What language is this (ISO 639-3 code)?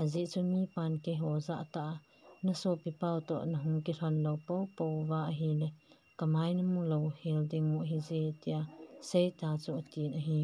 tcz